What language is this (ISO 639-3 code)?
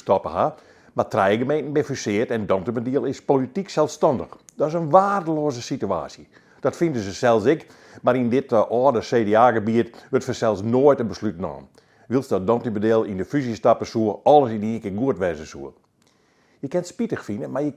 fry